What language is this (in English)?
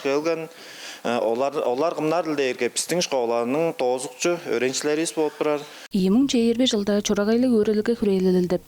Tuvinian